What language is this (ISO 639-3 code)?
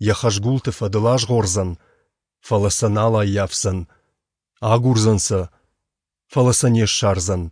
oss